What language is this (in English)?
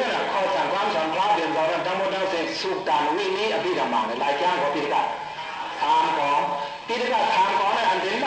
Shan